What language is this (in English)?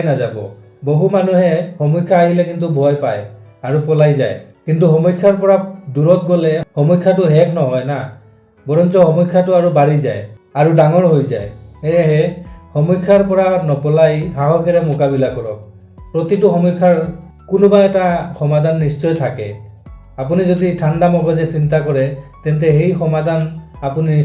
Assamese